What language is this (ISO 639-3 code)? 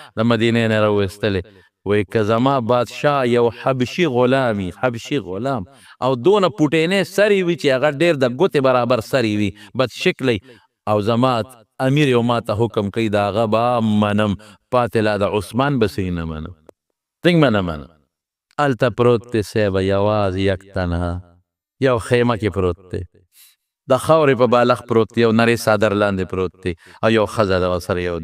pus